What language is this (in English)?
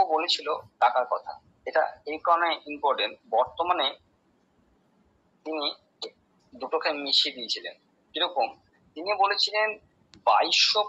Bangla